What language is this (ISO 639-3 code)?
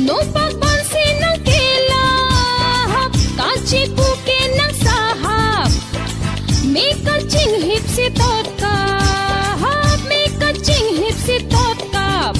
mjw